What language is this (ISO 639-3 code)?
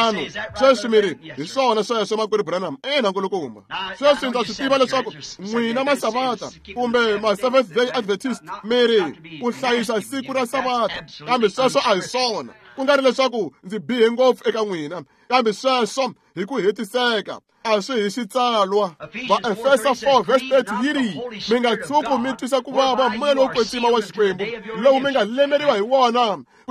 tso